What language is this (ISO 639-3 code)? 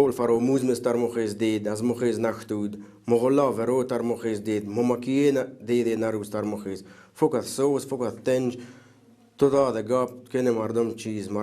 tgk